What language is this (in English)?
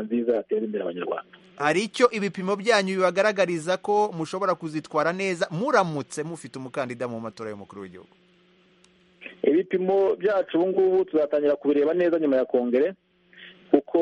Kinyarwanda